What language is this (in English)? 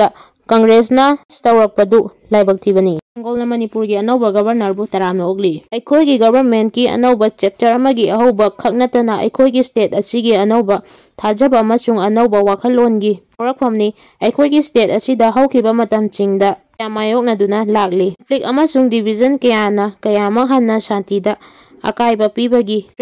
Manipuri